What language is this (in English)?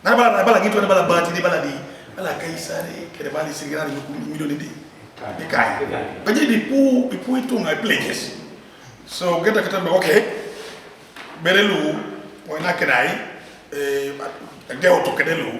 Teso